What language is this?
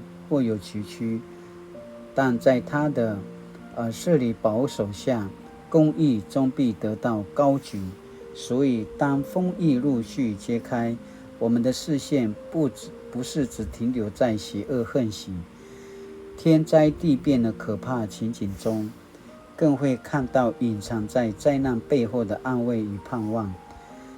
Paiwan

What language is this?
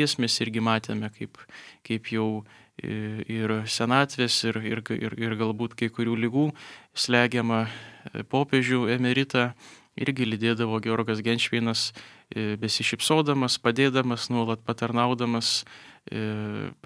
Lithuanian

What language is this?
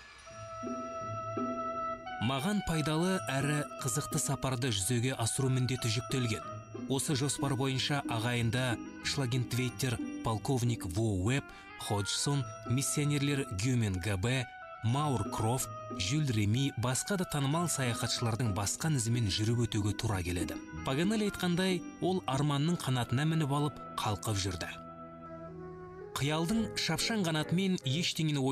Kazakh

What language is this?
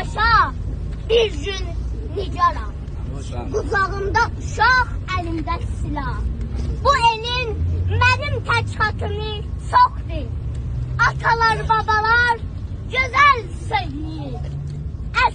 South Azerbaijani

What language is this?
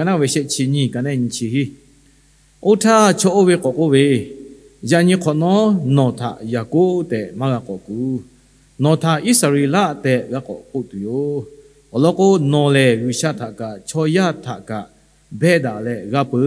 Lahu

